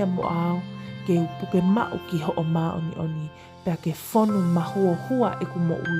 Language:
Tongan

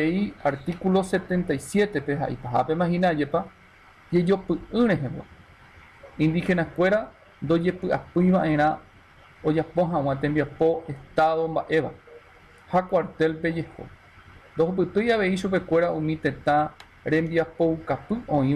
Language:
Guarani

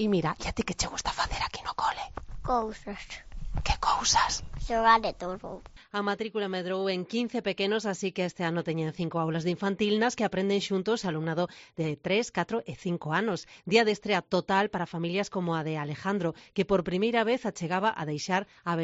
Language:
Galician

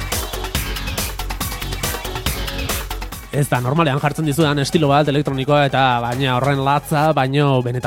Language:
Basque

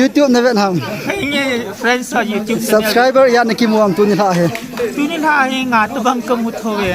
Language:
Thado Chin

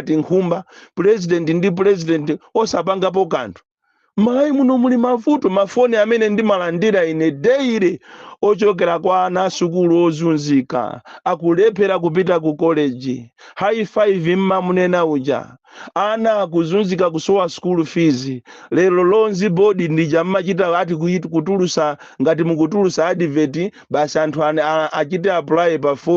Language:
Nyanja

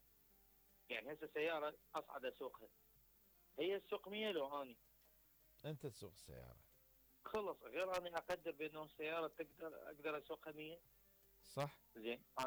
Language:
Mesopotamian Arabic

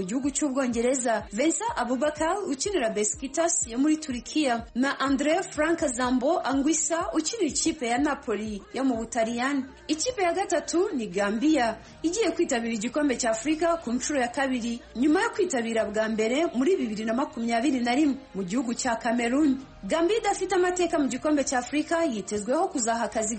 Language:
Kinyarwanda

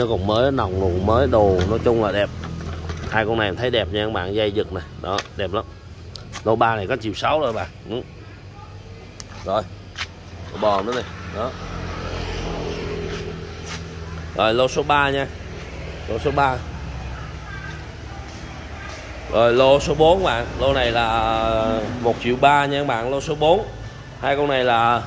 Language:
Vietnamese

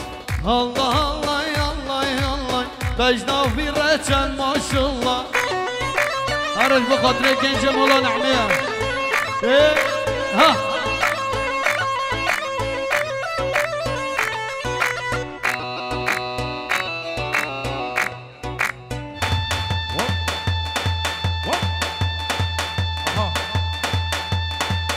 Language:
Kurdish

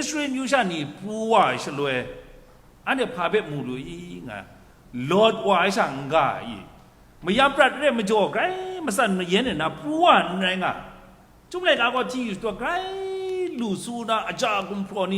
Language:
Kachin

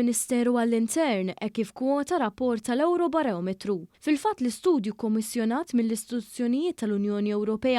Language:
Maltese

